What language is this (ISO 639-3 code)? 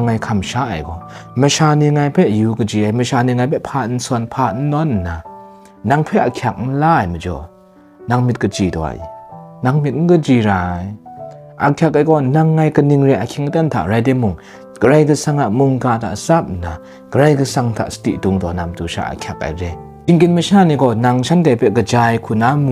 kac